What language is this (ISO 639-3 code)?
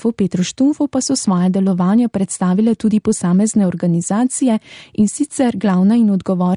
slv